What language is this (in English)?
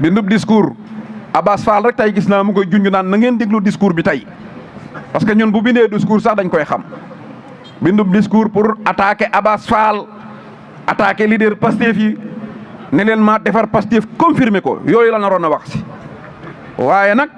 Wolof